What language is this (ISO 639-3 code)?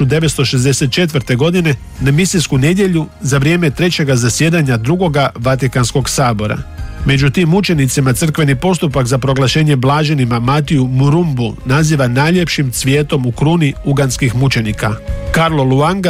hrv